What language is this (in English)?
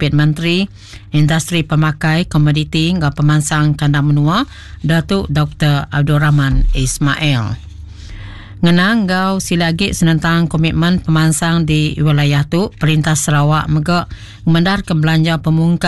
Iban